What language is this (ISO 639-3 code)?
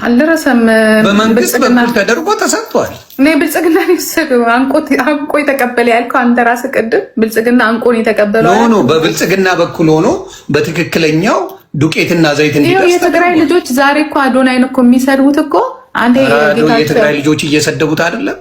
amh